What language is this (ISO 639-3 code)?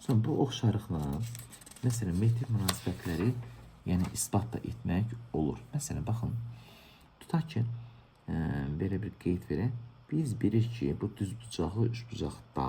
aze